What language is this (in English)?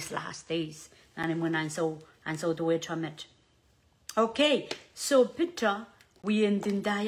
Pohnpeian